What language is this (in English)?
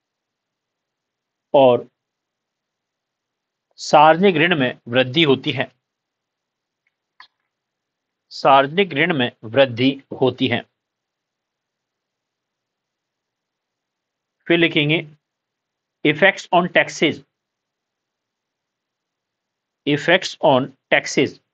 Hindi